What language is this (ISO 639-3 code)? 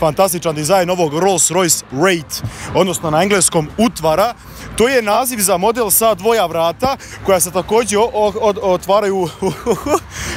hrv